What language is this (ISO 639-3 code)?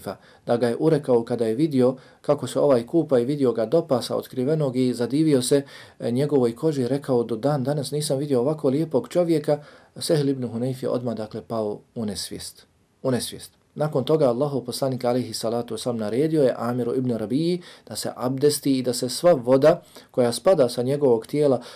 bos